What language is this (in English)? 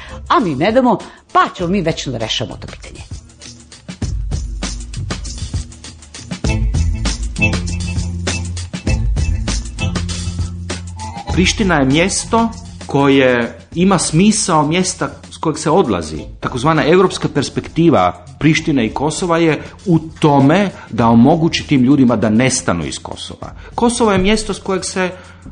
Serbian